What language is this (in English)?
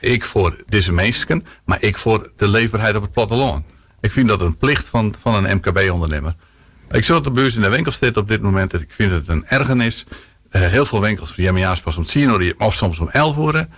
Western Frisian